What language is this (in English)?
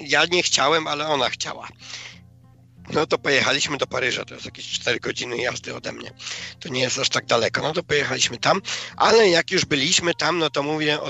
Polish